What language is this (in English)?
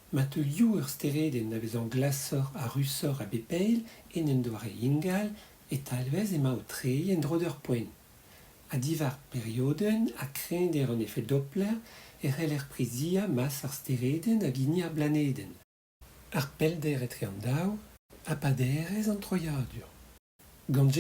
Breton